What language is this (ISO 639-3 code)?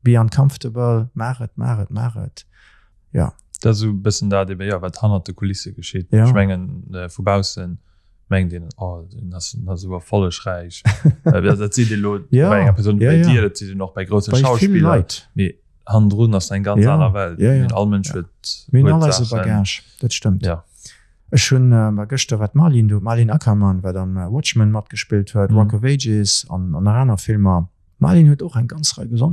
ltz